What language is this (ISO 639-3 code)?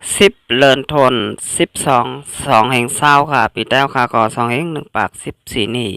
shn